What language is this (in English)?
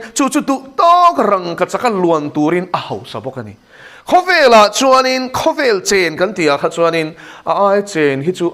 Mizo